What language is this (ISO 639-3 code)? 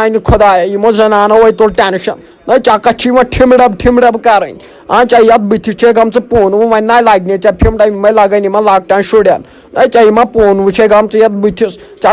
kas